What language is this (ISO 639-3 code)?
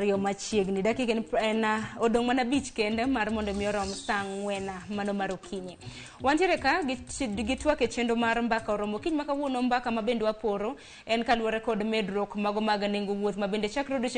luo